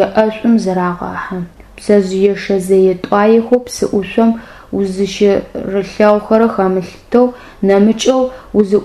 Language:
Adyghe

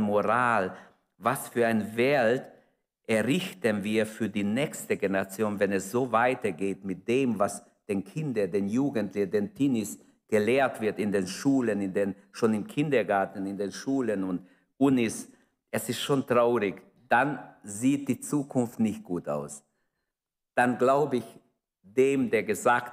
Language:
German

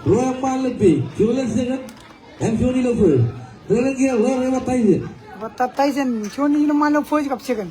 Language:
Marshallese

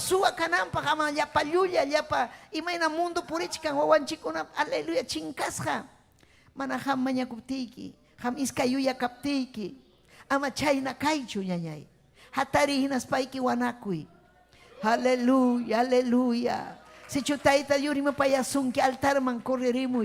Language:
Ayacucho Quechua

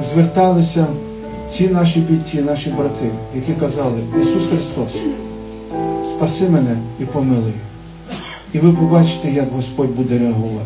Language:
Ukrainian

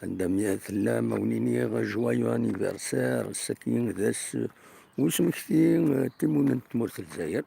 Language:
Kabyle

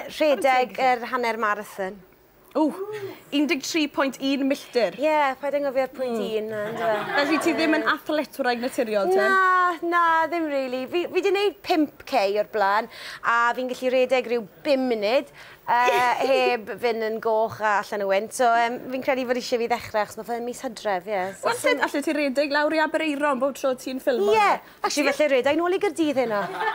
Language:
Welsh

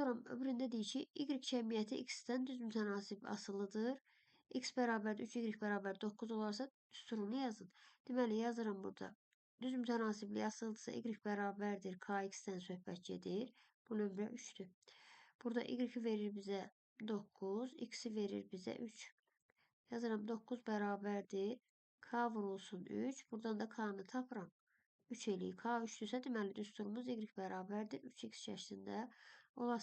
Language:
Azerbaijani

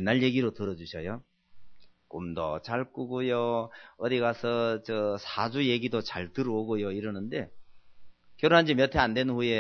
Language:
Korean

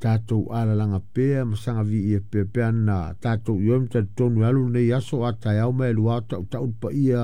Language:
Samoan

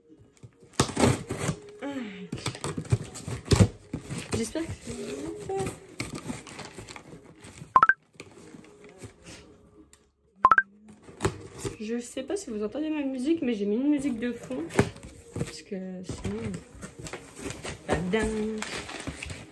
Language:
French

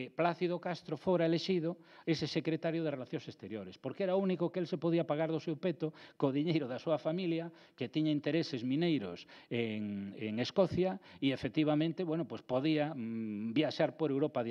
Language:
Galician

